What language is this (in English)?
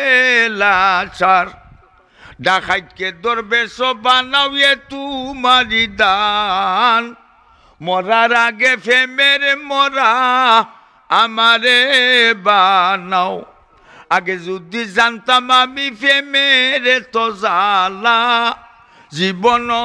Sylheti